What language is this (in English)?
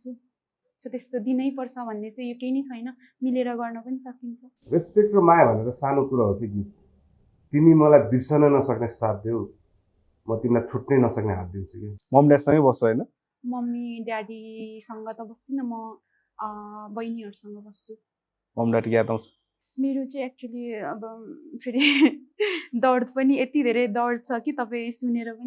Nepali